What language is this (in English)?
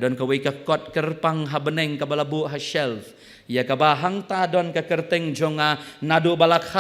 Khasi